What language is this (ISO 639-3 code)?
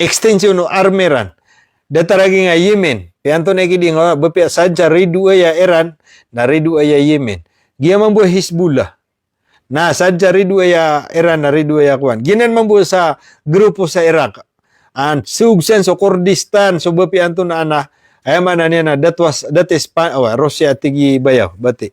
mrw